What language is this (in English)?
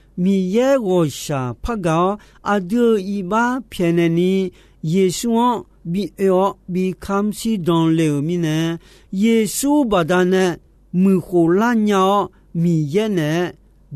Akha